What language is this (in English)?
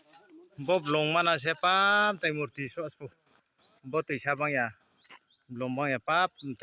Riang (India)